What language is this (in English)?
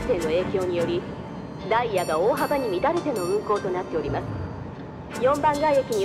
Japanese